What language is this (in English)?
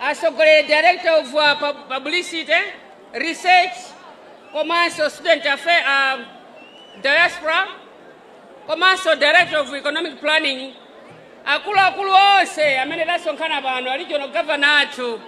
Nyanja